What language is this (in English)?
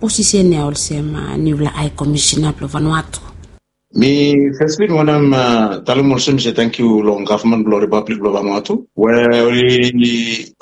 Bislama